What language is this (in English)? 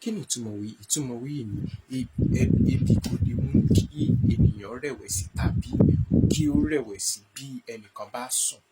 Yoruba